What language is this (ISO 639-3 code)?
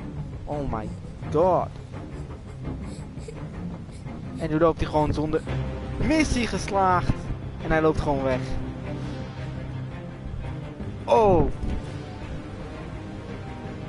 nld